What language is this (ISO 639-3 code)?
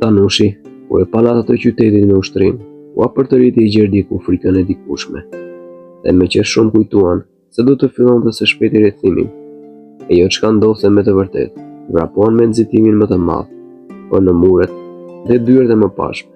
sqi